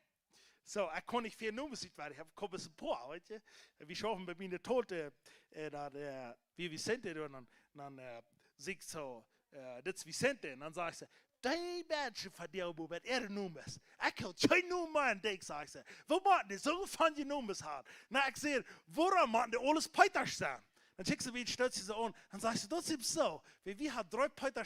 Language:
Plautdietsch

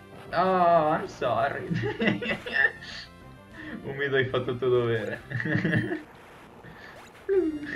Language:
Italian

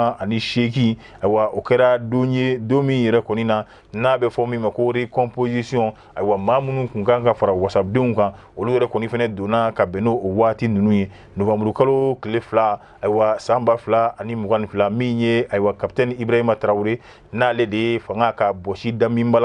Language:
Bambara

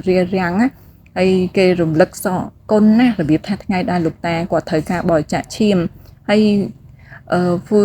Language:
Khmer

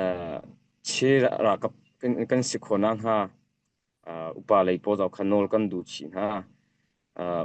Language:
Hakha Chin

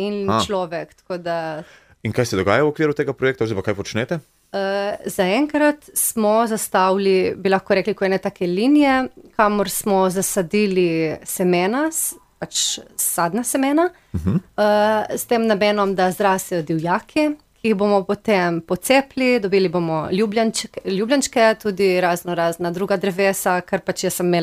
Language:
Slovenian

